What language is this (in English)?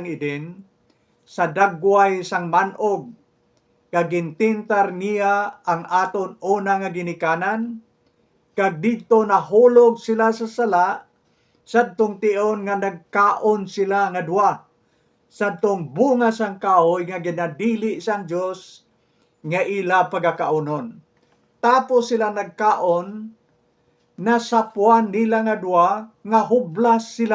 Hiligaynon